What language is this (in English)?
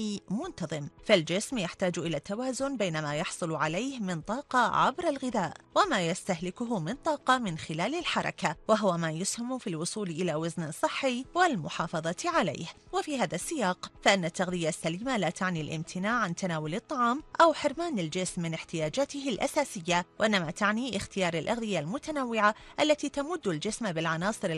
Arabic